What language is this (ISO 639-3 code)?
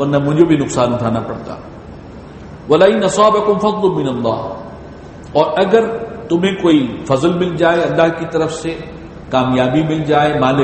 urd